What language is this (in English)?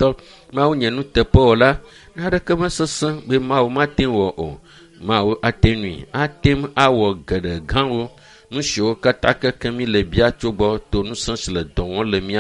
Ewe